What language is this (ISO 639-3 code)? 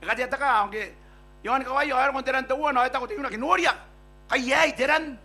gil